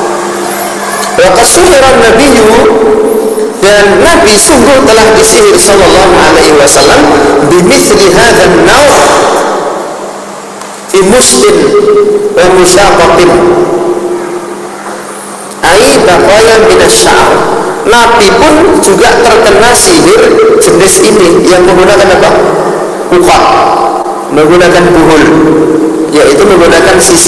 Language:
Indonesian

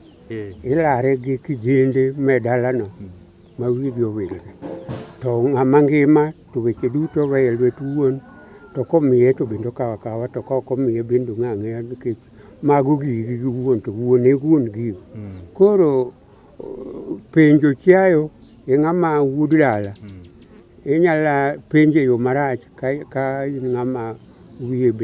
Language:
Luo (Kenya and Tanzania)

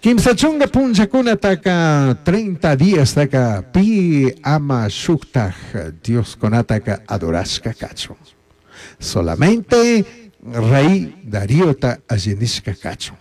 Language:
Chimborazo Highland Quichua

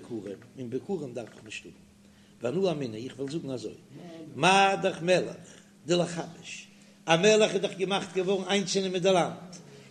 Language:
Yiddish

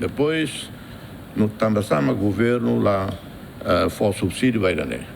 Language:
Tetum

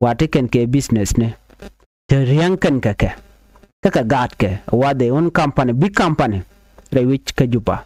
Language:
Nuer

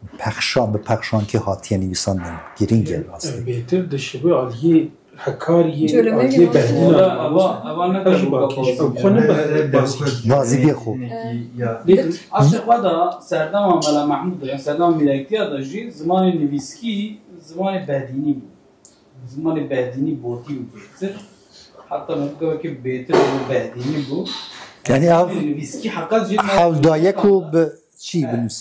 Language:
Kurdish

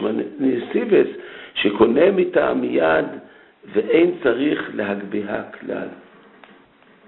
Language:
Hebrew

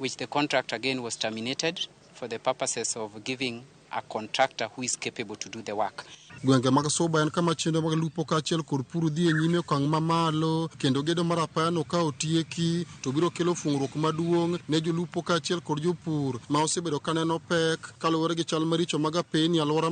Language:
Luo (Kenya and Tanzania)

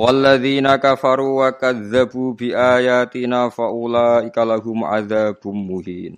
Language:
Javanese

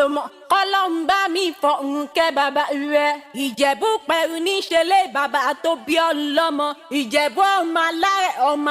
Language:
Yoruba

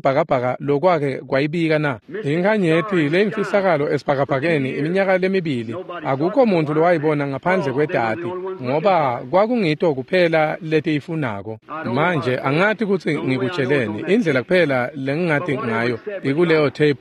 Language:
Swati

